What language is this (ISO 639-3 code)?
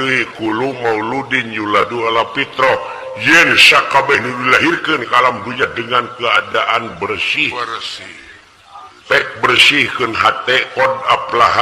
sun